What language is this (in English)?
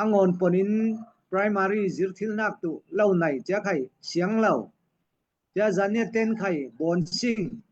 Falam Chin